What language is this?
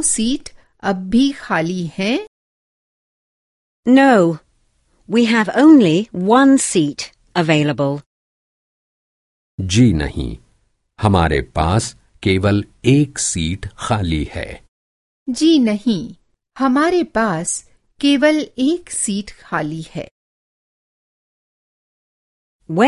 Hindi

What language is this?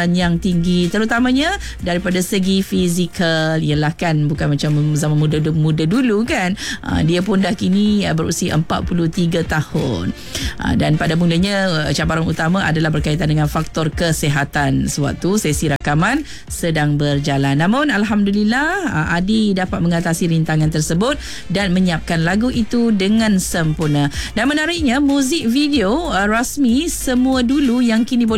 Malay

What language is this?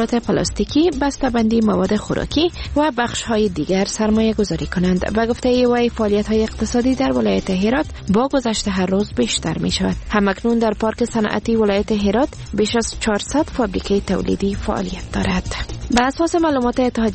Persian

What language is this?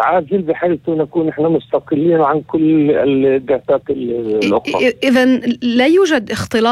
North Levantine Arabic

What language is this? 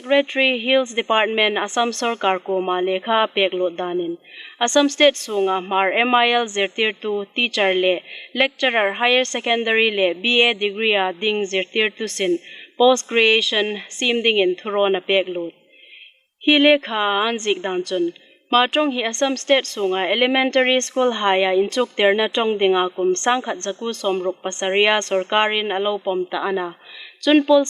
Hmar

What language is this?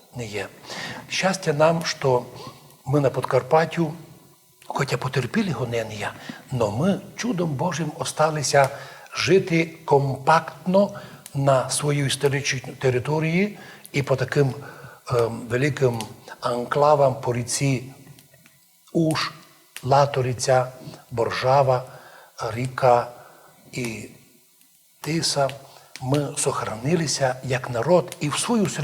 Rusyn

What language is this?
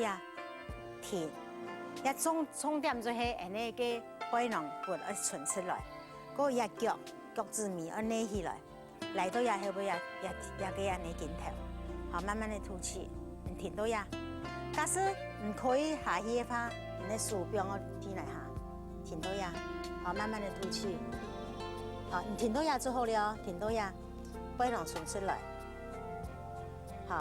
Hakka Chinese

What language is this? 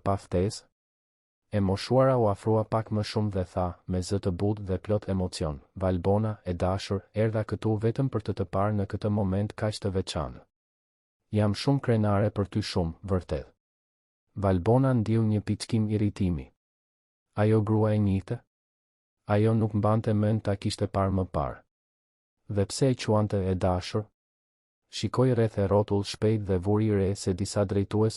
Albanian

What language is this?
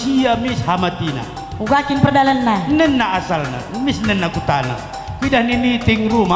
Batak Karo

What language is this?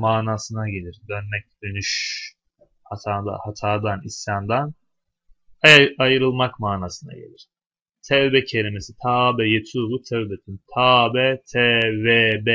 Turkish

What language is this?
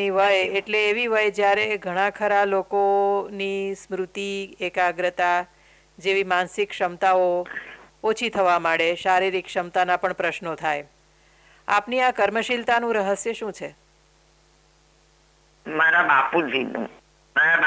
Gujarati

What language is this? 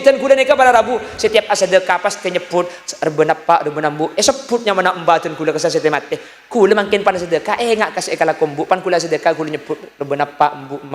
Madurese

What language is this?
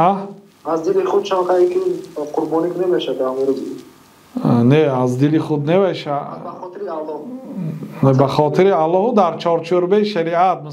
Tajik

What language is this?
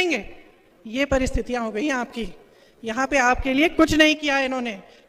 Hindi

